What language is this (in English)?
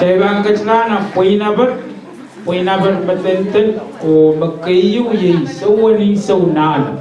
Pohnpeian